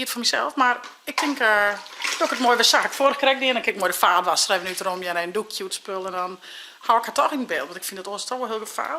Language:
Western Frisian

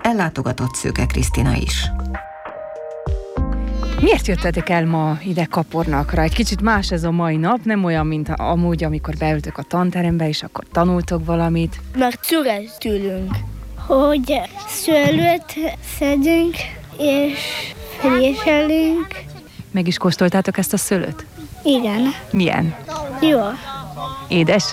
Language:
Hungarian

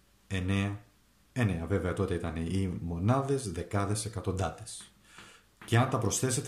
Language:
Greek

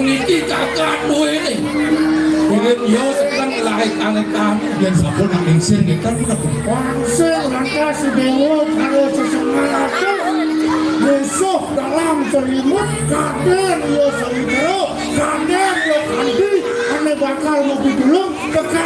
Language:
Balinese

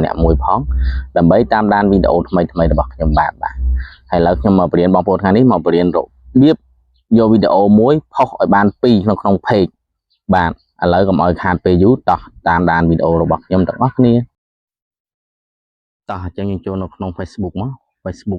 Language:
Khmer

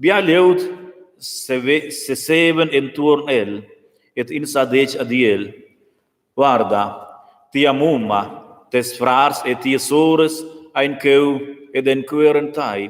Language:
Romansh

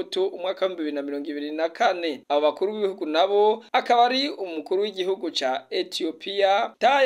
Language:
Rundi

